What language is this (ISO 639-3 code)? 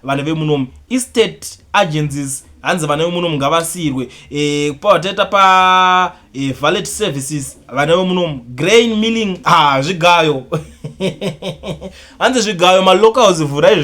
sna